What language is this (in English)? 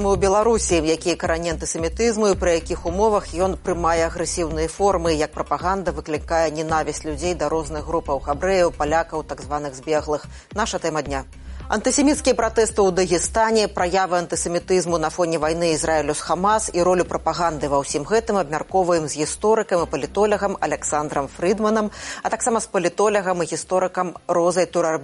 Belarusian